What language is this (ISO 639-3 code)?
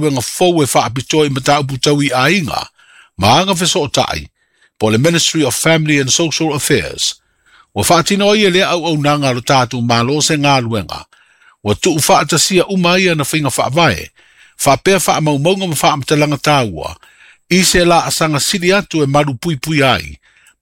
smo